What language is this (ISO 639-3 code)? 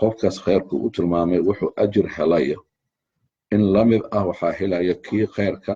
som